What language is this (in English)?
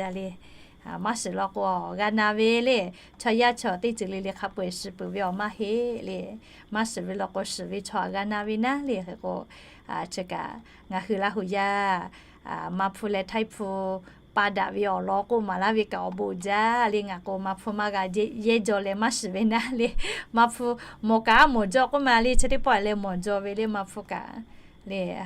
Lahu